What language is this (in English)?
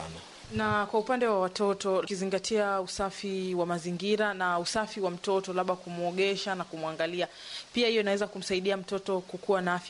Swahili